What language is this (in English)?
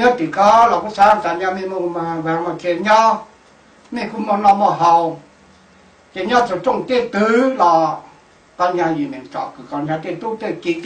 Hmong